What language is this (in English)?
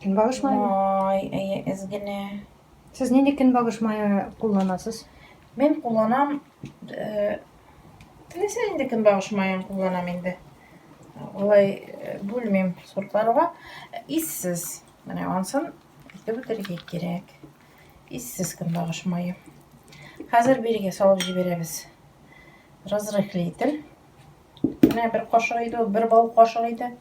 Tatar